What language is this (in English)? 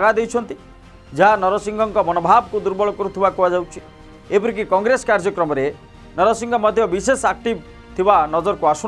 Odia